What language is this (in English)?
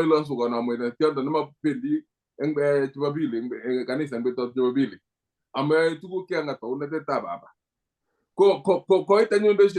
Kalenjin